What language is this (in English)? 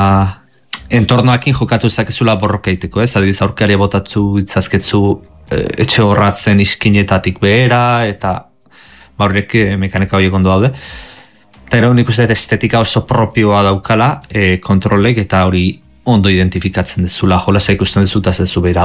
Basque